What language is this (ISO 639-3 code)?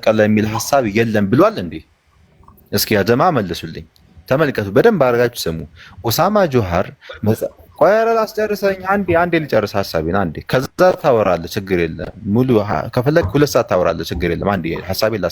amh